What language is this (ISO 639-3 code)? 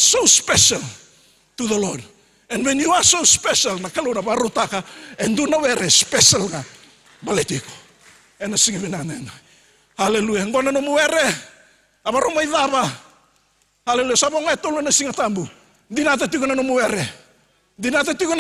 fij